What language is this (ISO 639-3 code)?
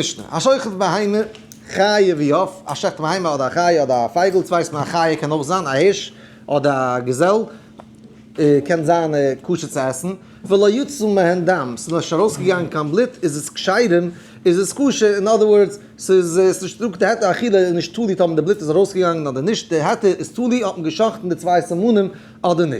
yid